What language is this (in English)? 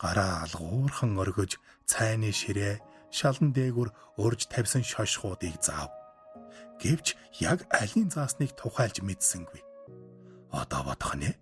Mongolian